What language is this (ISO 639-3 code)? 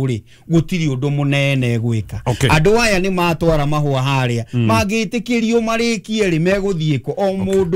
kik